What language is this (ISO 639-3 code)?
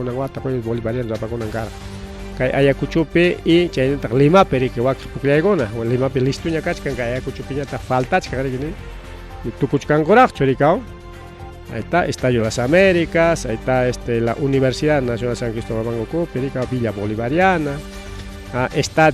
quy